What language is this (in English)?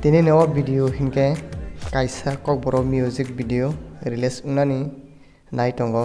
Kok Borok